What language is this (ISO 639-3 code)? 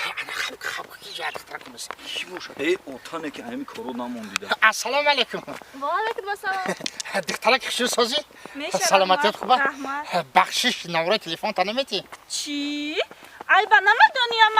tgk